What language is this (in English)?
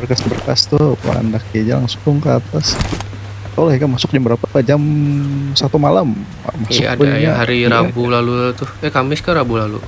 Banjar